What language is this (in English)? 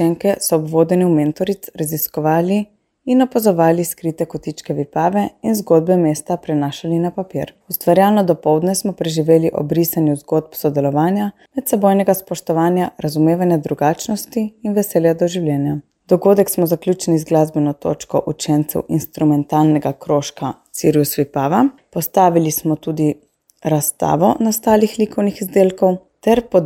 Slovenian